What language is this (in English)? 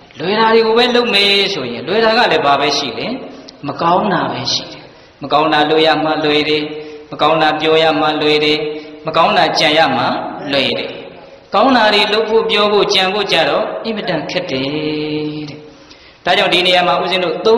Burmese